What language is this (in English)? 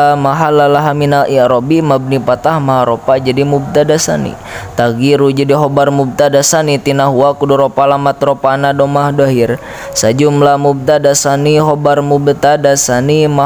Sundanese